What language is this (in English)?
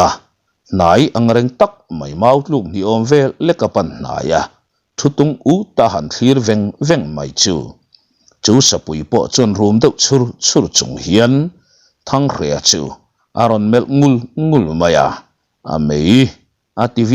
Mizo